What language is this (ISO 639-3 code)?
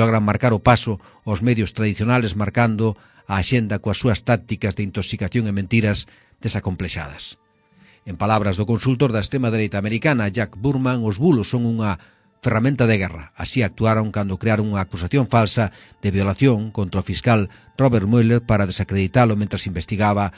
glg